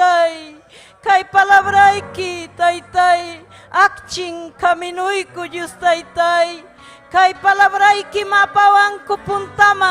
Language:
Ayacucho Quechua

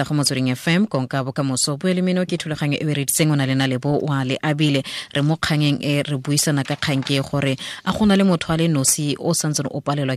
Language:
Tswana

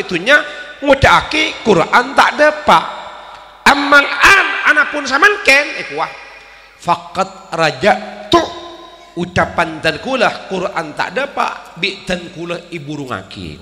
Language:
Madurese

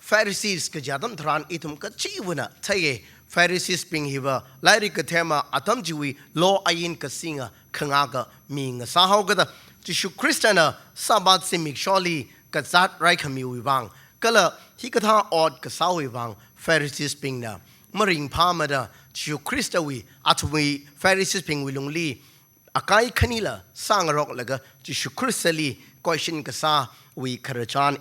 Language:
Tangkhul Naga (India)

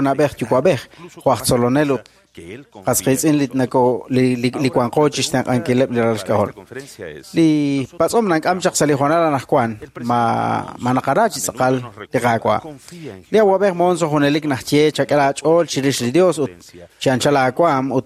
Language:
Kekchí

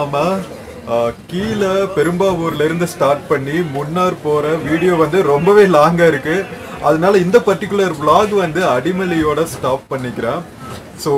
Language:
Tamil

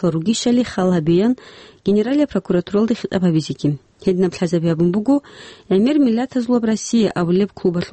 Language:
Avaric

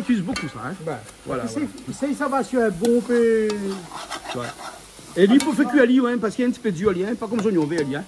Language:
Réunion Creole French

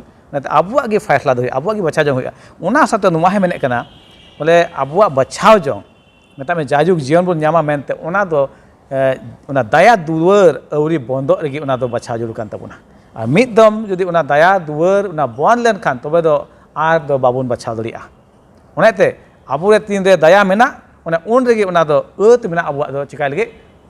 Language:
Santali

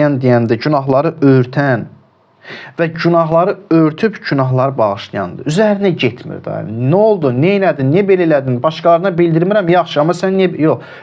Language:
Azerbaijani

